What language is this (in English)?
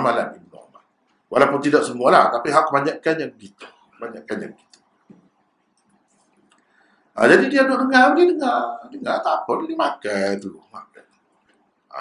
Malay